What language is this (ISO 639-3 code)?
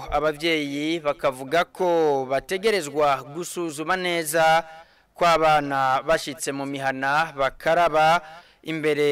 run